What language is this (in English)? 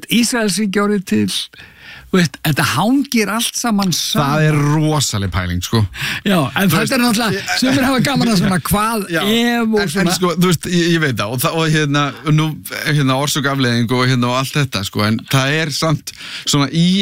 Icelandic